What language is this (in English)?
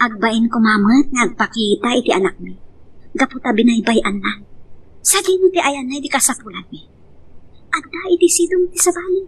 Iloko